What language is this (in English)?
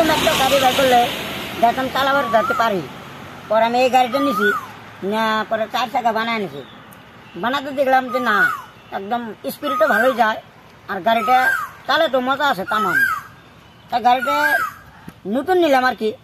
Bangla